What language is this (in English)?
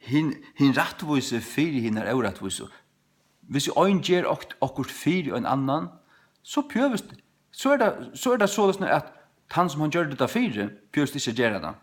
Faroese